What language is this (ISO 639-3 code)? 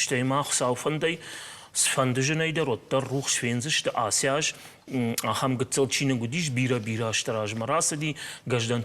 oss